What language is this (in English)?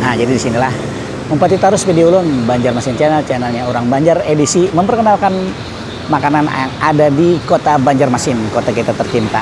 Banjar